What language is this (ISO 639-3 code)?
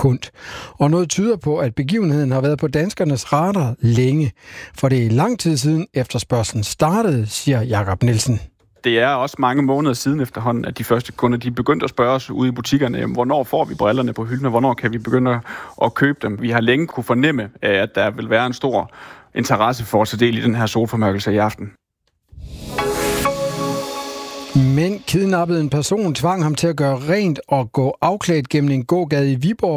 dan